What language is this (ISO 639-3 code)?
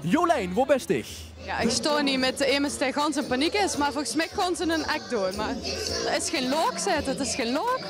lim